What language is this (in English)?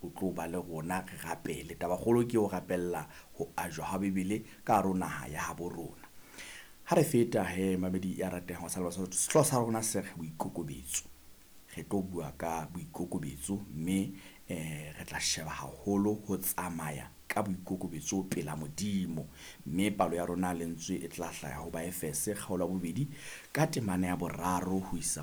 Southern Sotho